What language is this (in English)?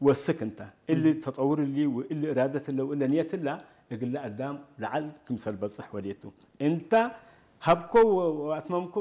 Tigre